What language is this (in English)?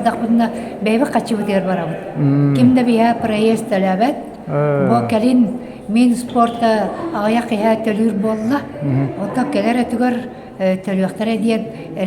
Yakut